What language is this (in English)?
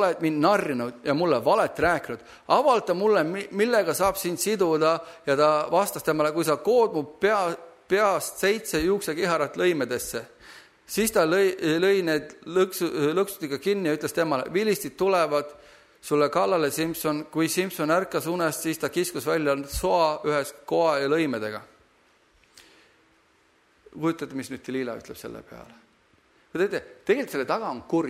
Estonian